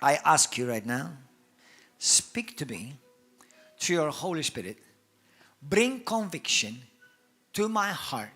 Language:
English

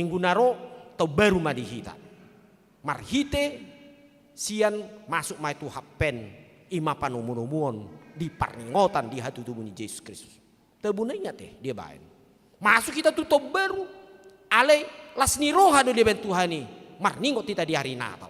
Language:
Batak Toba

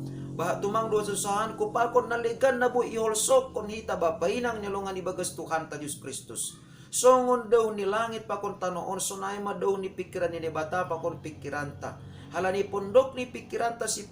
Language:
Batak Simalungun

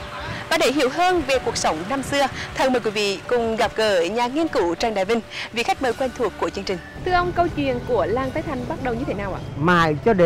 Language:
Vietnamese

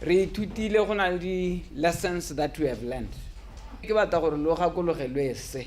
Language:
Tswana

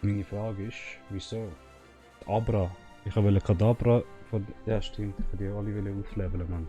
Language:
Swiss German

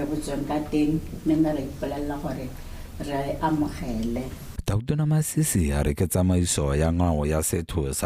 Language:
Tswana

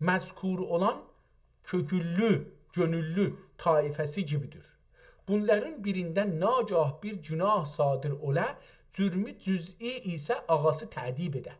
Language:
South Azerbaijani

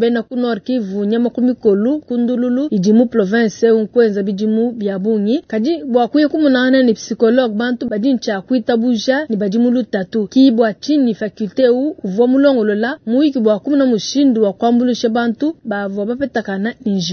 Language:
Luba-Lulua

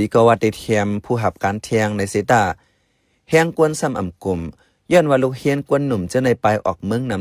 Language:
Shan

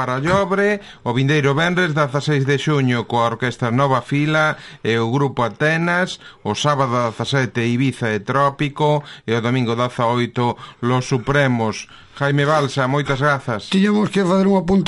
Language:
Galician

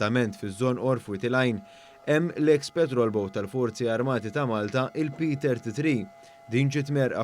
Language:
Maltese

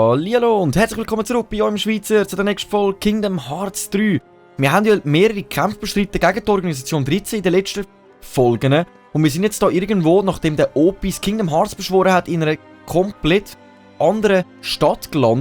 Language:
Swiss German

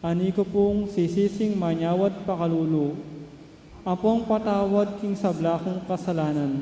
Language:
Pampanga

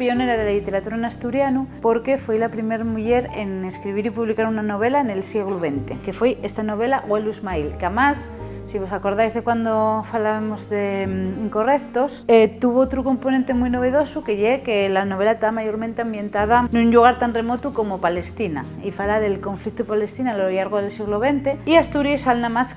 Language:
Asturian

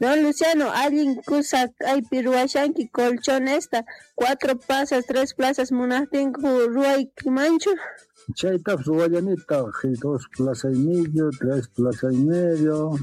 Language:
South Bolivian Quechua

